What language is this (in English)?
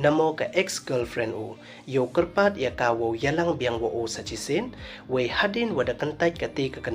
Pnar